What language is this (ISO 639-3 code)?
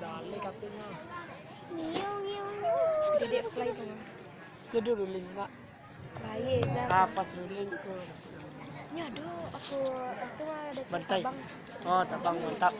min